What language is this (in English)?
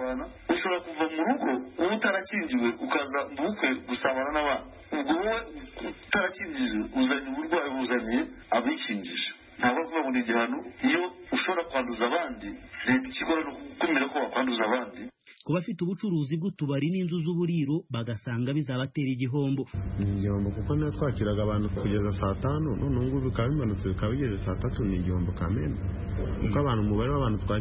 Kinyarwanda